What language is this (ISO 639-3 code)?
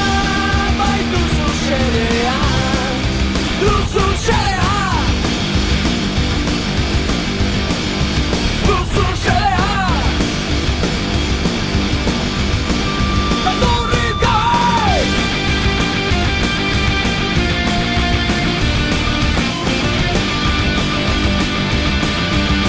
eus